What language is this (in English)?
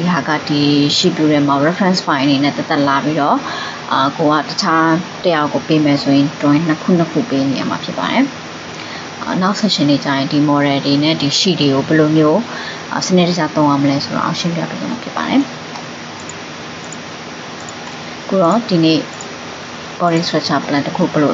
Burmese